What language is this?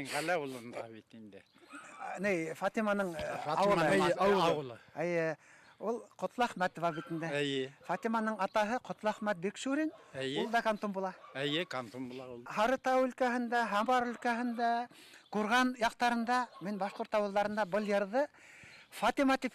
Bashkir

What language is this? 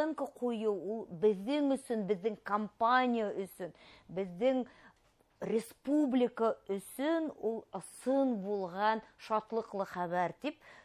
Bashkir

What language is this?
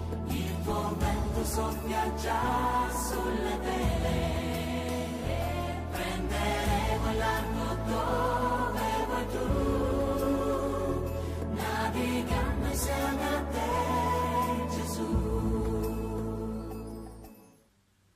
Italian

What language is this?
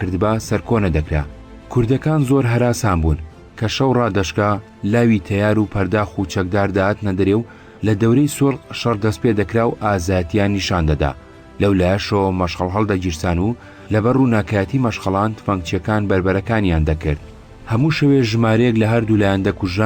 Central Kurdish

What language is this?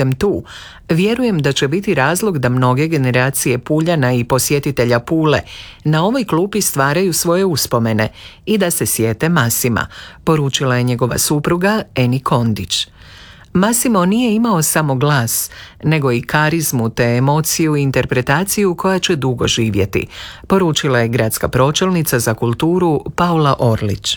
Croatian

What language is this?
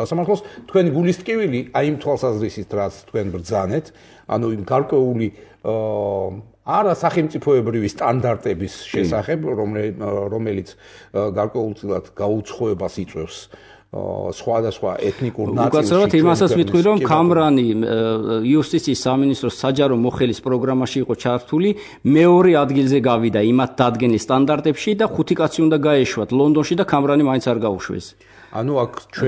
Georgian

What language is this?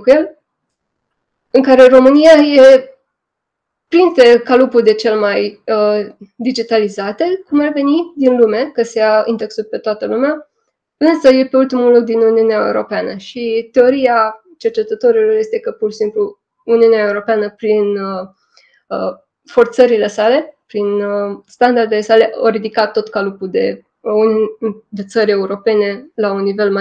Romanian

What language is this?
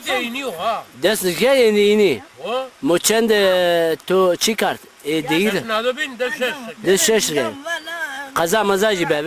Zaza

